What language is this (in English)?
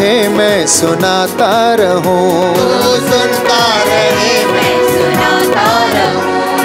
Hindi